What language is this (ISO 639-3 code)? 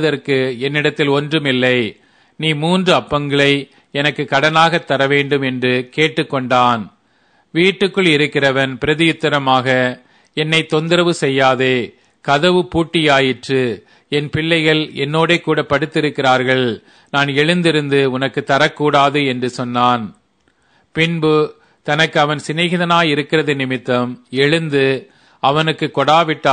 tam